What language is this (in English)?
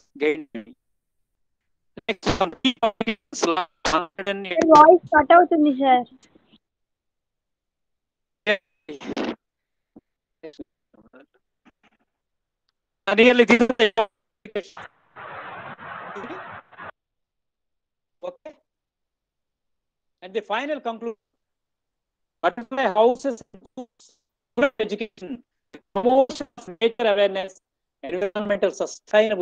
Telugu